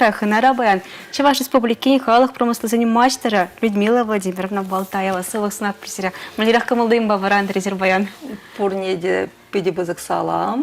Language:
Chuvash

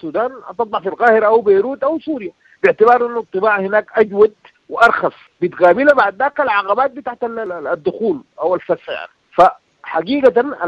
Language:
Sudanese Arabic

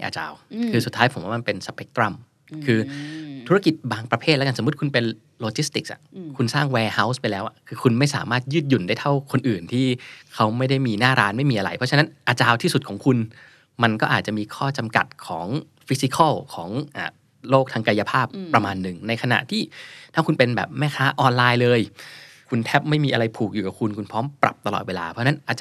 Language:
Thai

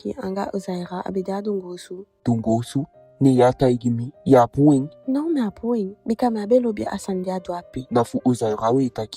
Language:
Eastern Maroon Creole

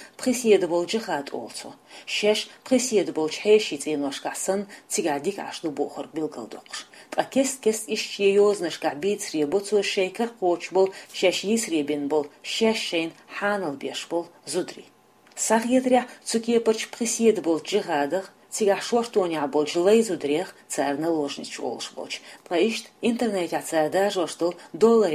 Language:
Chechen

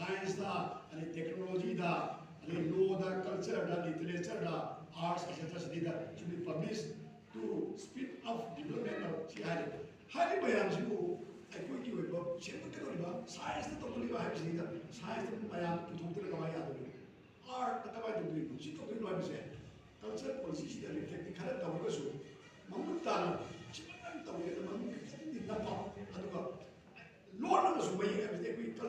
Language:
Manipuri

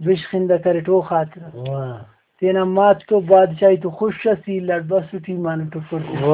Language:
Brahui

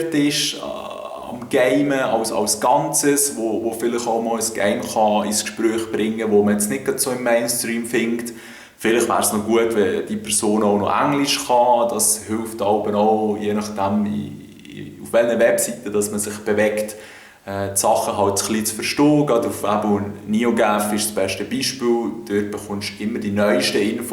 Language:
Swiss German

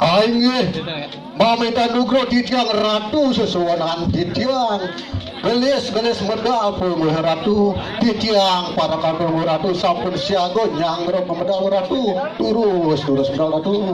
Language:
Balinese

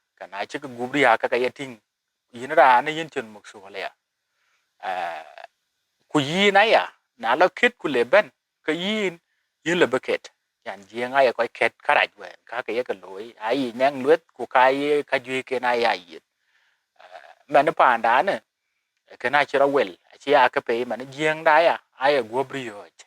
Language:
Dinka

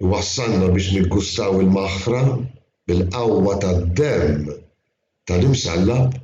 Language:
Maltese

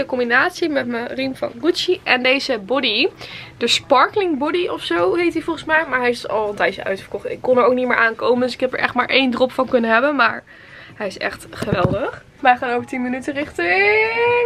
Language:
Dutch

